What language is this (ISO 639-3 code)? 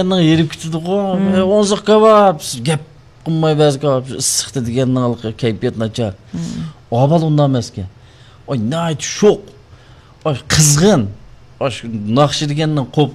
uig